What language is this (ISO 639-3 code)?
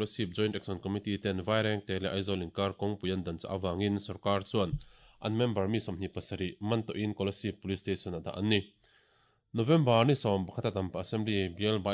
lus